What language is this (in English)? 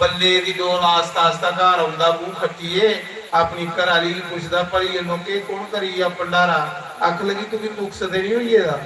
Dogri